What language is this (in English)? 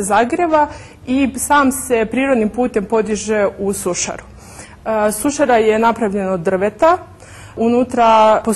Serbian